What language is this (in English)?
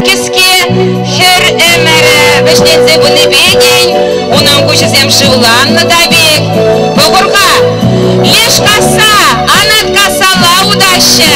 Chuvash